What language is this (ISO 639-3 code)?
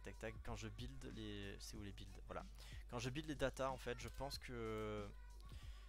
fra